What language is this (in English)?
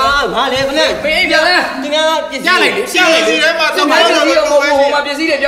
Burmese